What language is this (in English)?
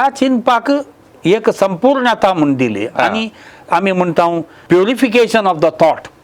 Konkani